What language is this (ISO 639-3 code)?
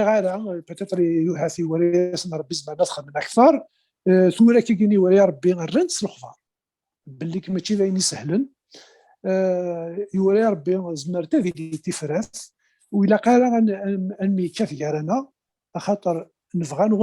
kab